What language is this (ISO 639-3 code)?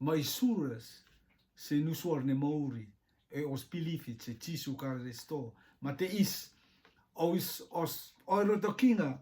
rtm